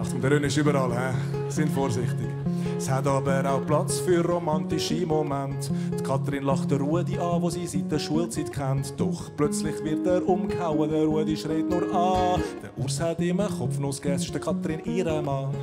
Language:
Swiss German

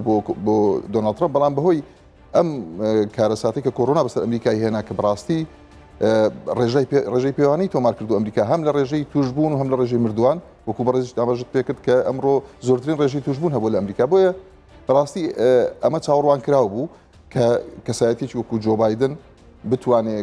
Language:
Central Kurdish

